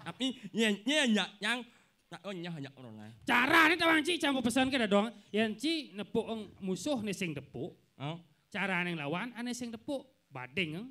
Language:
Balinese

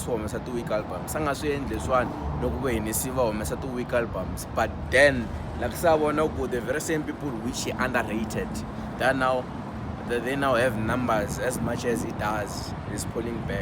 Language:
Tsonga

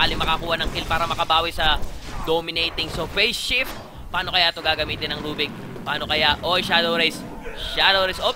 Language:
Filipino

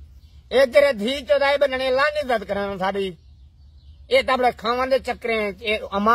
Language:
Saraiki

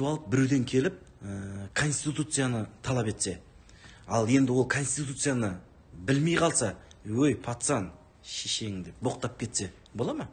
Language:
Kazakh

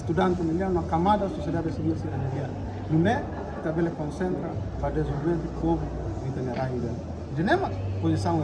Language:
Tetum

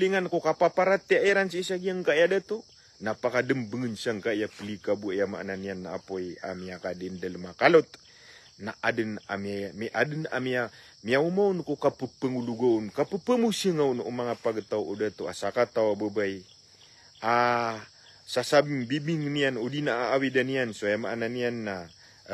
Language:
Maranao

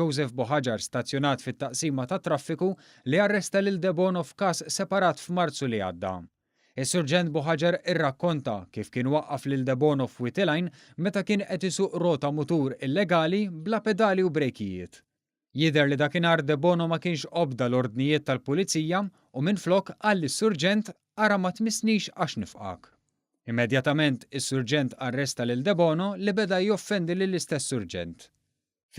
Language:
Maltese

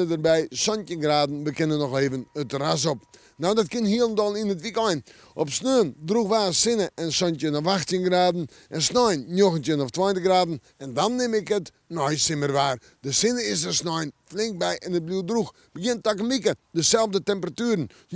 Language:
Western Frisian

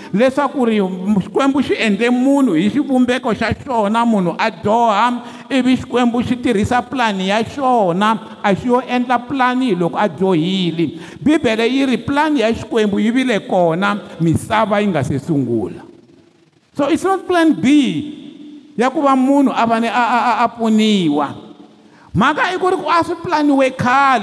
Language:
Tsonga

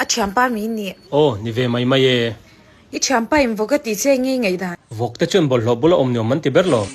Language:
Mizo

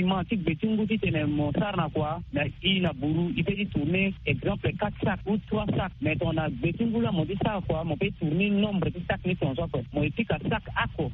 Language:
Sango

